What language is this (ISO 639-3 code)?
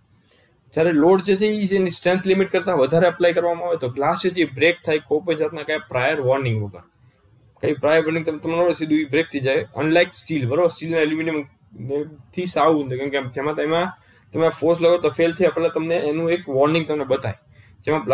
guj